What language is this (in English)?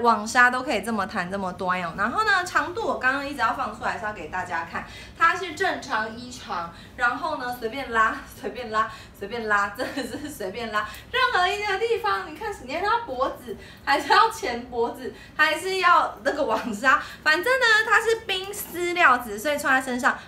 Chinese